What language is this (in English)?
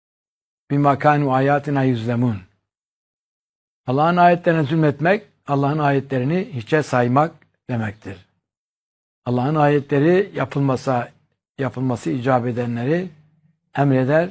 Turkish